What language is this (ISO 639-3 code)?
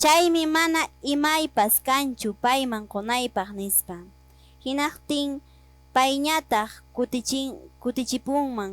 que